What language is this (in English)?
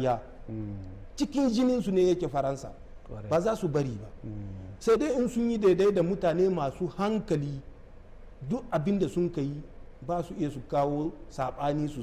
Hausa